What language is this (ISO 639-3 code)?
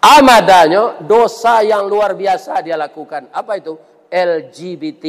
min